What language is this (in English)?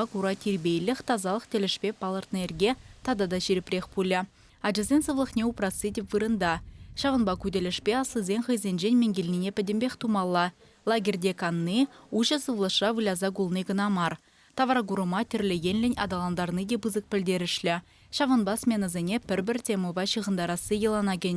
Chuvash